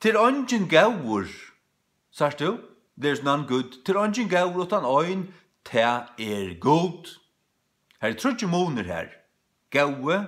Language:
Faroese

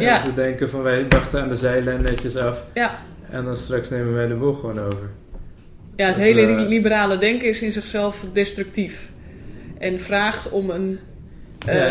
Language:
Dutch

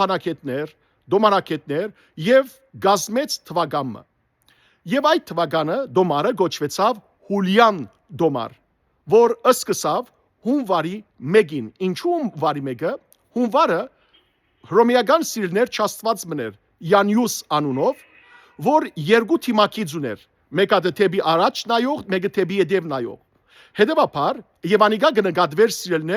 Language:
Western Armenian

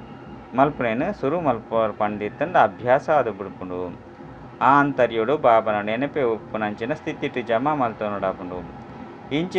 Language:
Tulu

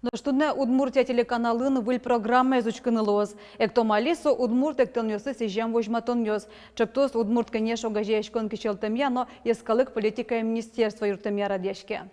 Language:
Udmurt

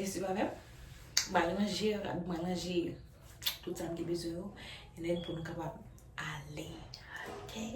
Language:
Haitian Creole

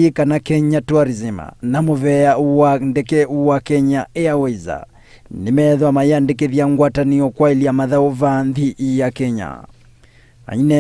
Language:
Kamba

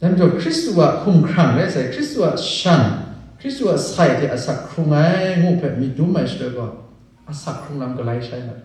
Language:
Kachin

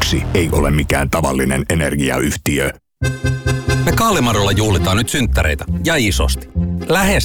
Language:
Finnish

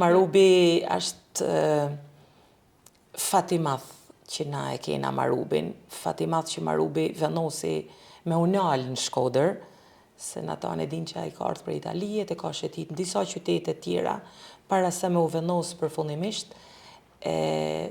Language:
Albanian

